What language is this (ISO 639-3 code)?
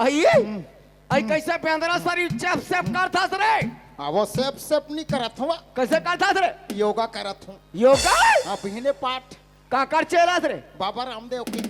hne